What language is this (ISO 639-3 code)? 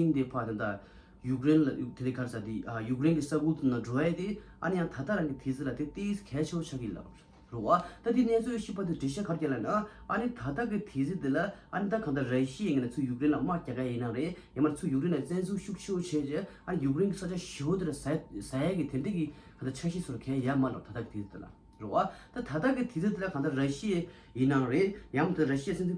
bod